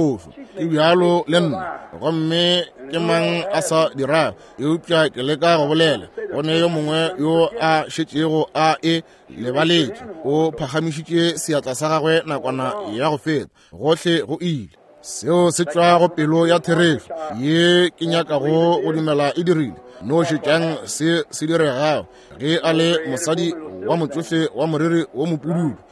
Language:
Northern Sotho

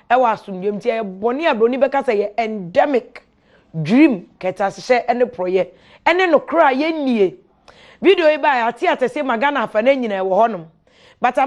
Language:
Akan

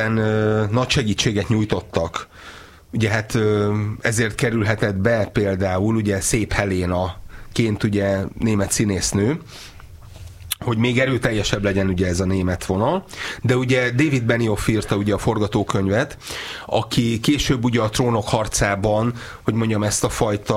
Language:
Hungarian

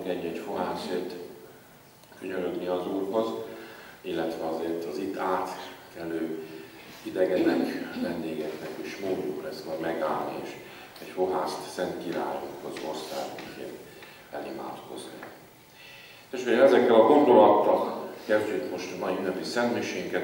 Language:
Hungarian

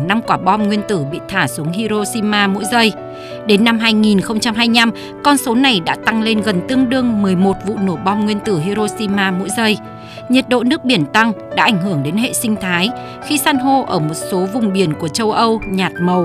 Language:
Vietnamese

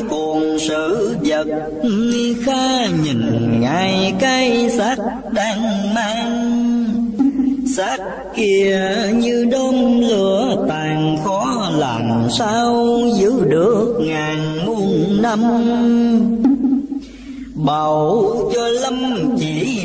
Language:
Vietnamese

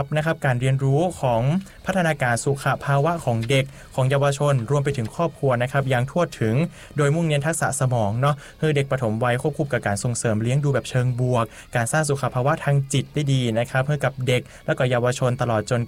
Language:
Thai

